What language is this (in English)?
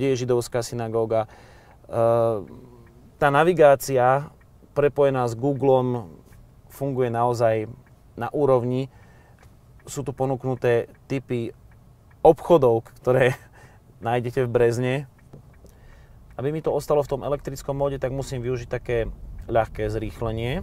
Slovak